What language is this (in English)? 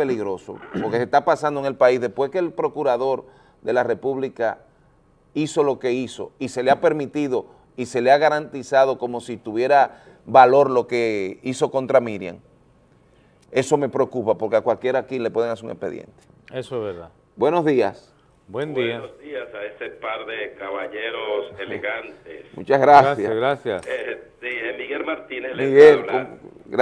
Spanish